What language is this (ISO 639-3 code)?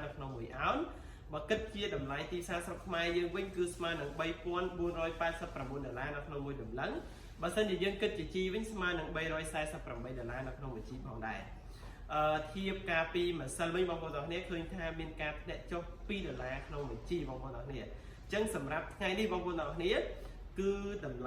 khm